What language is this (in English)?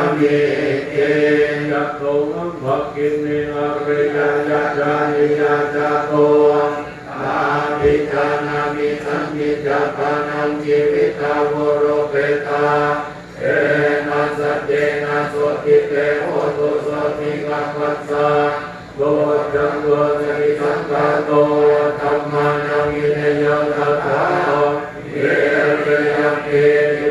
Pali